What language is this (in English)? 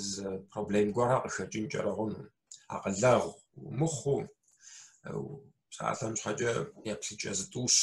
Kabardian